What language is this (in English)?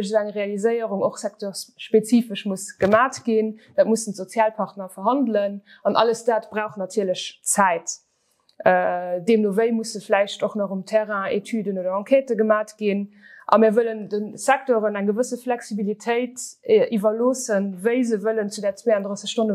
Luxembourgish